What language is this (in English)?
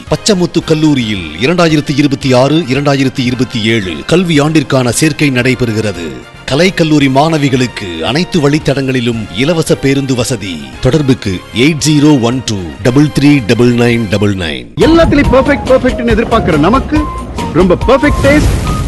Tamil